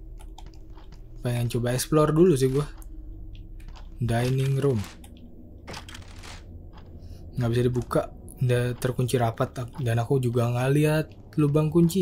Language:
Indonesian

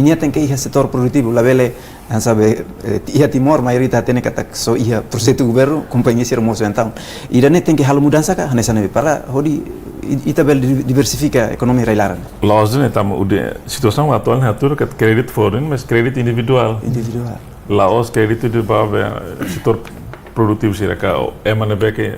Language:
Tetum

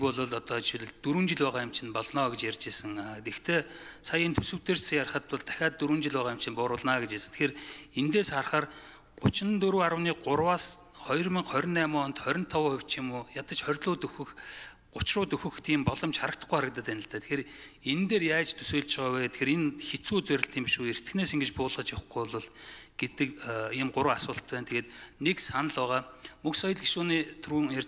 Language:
Mongolian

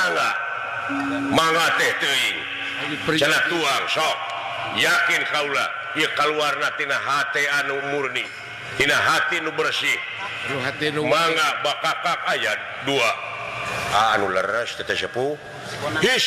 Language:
Sundanese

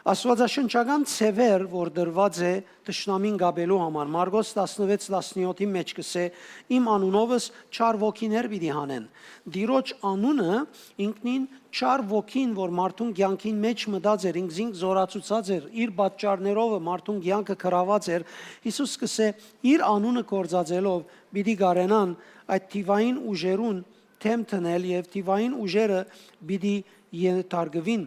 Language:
Western Armenian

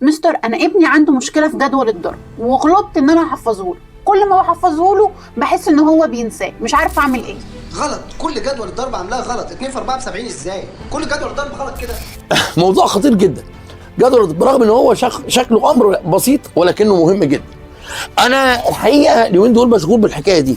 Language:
Egyptian Arabic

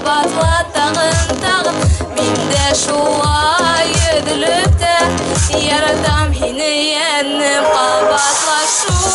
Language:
Bashkir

